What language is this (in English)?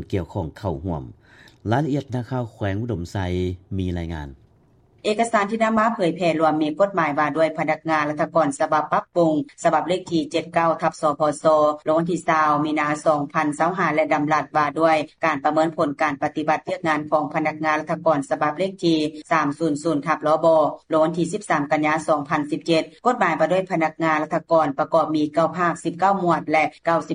Lao